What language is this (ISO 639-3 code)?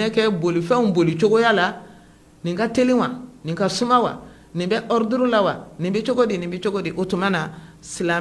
bam